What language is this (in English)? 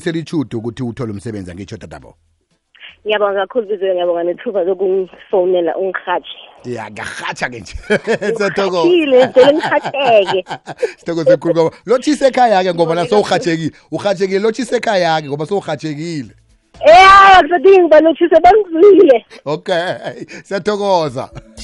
South Ndebele